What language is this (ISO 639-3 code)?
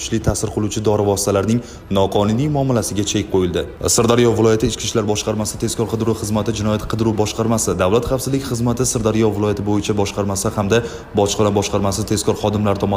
uzb